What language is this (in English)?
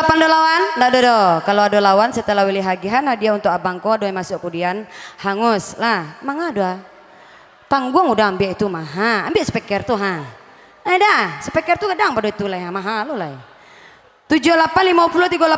Minangkabau